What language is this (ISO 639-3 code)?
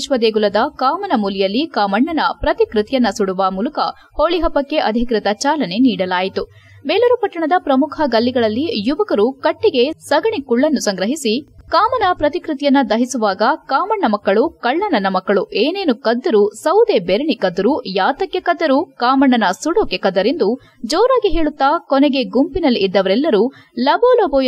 kan